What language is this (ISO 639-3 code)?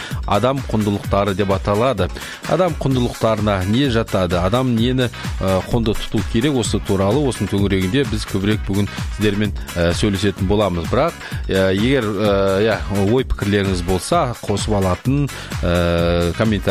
kaz